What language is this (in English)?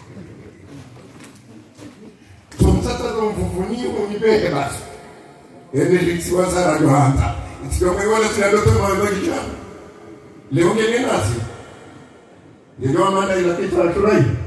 Swahili